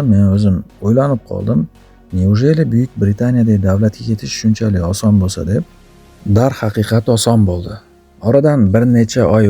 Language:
Uzbek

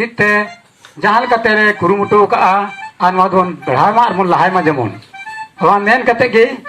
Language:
Santali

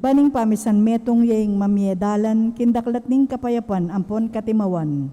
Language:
Pampanga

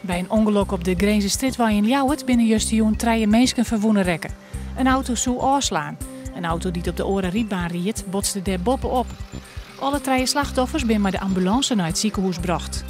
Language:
Western Frisian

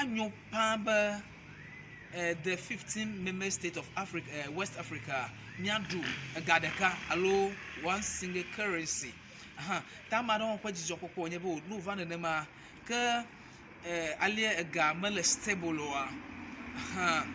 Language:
Ewe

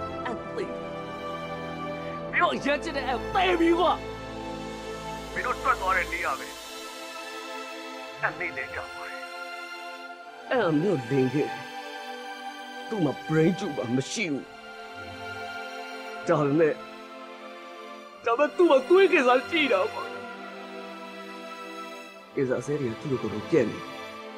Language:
Burmese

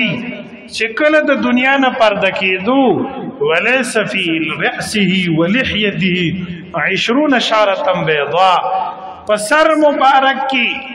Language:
Pashto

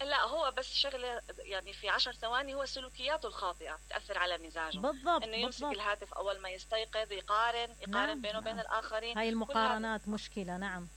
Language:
Mesopotamian Arabic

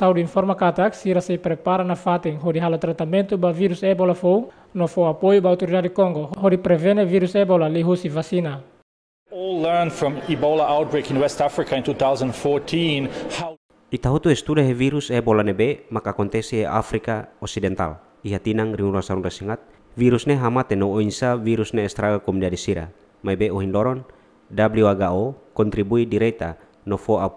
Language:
Tetum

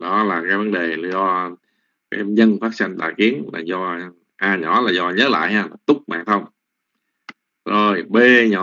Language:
Vietnamese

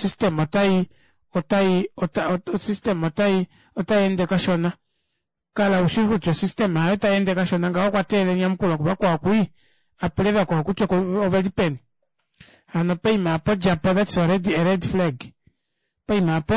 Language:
Kuanyama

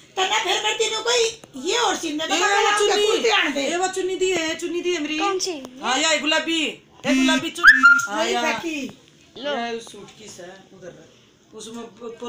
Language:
Hindi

